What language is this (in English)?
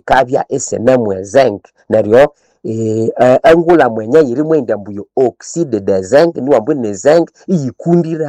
Nande